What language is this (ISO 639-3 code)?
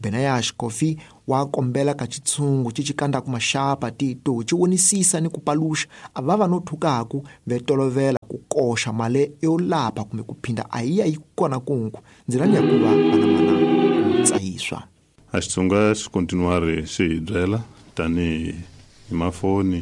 tso